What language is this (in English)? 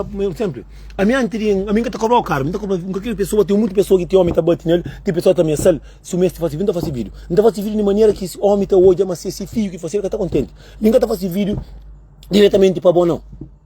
Kabuverdianu